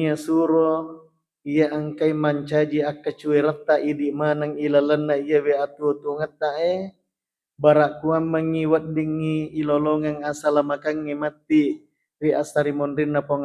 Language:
Buginese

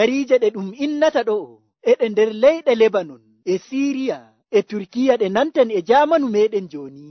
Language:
Nigerian Fulfulde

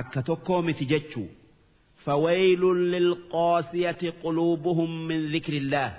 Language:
Oromo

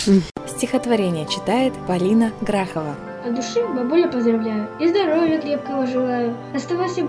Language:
Russian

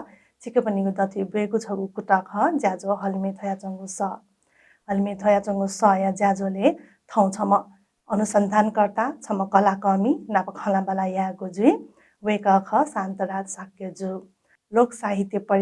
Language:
Newari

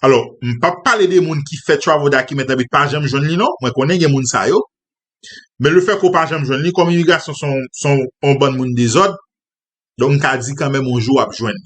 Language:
Haitian Creole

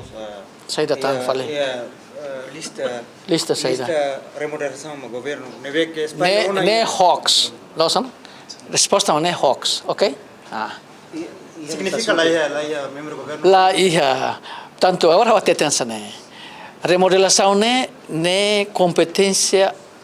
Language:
Tetum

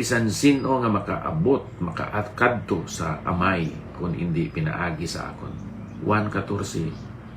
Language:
Hiligaynon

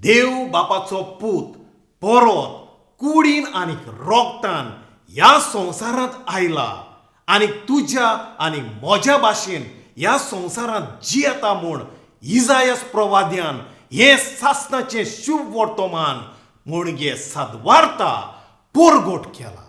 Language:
Konkani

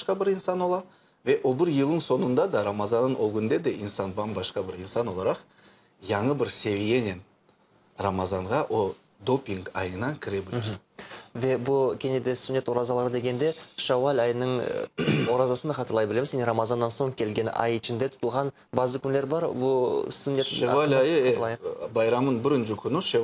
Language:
Crimean Tatar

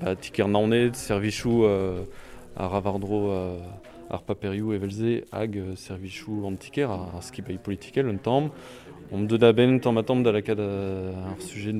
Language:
Breton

